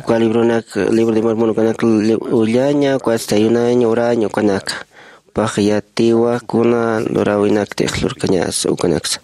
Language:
Aymara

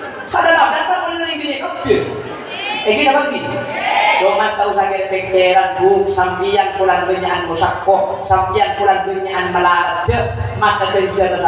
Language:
Madurese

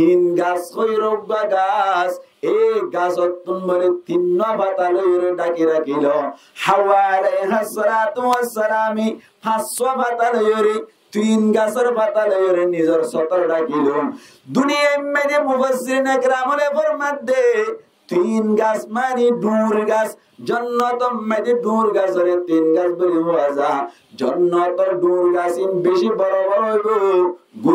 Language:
Rohingya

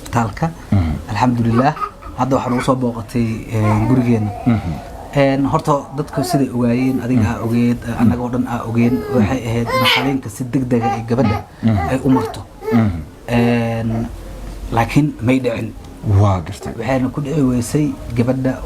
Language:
Somali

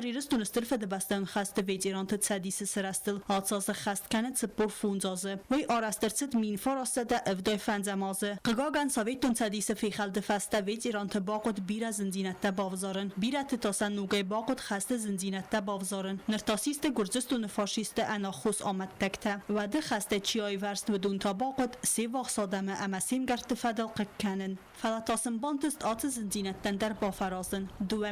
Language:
Ossetic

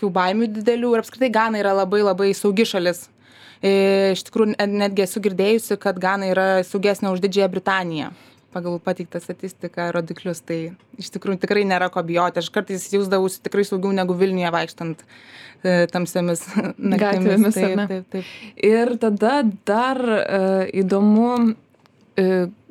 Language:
Lithuanian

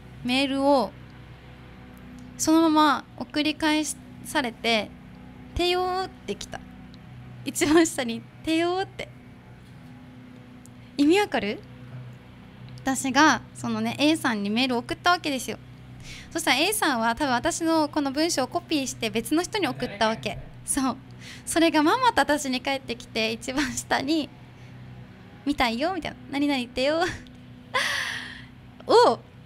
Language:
Japanese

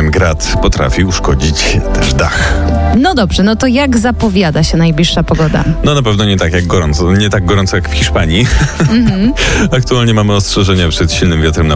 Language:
Polish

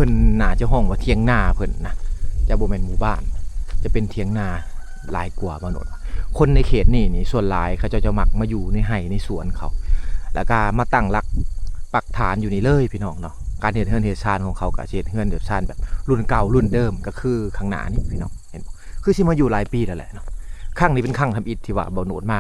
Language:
Lao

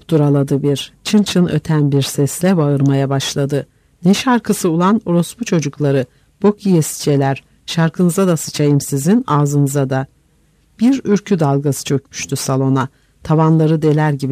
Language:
Turkish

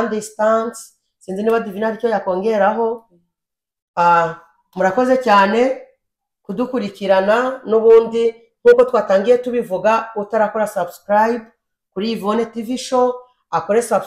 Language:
Kinyarwanda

